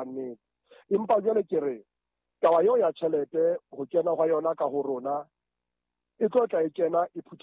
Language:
Southern Sotho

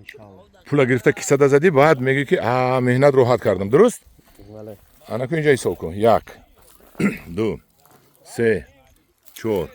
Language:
Tajik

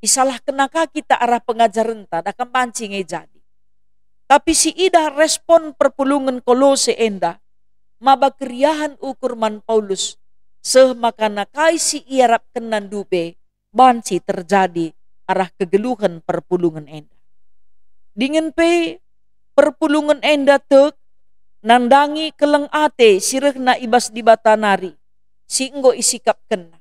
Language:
Batak Karo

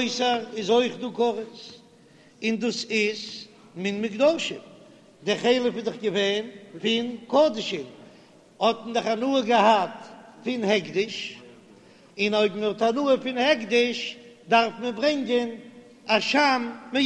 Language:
Yiddish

